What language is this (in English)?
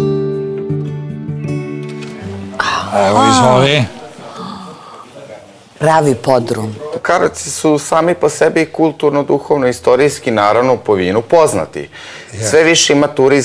Serbian